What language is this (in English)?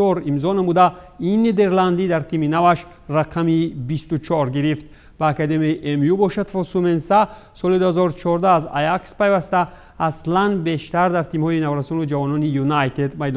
Tajik